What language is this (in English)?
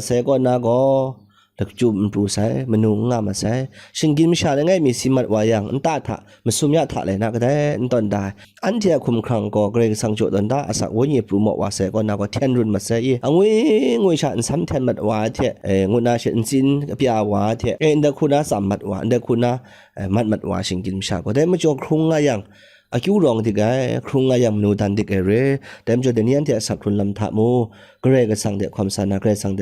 Kachin